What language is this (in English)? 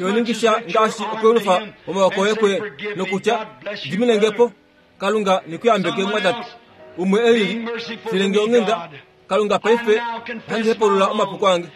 Kuanyama